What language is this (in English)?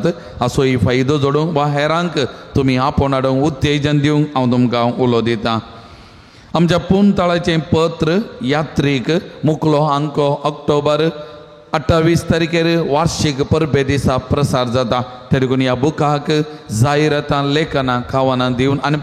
Konkani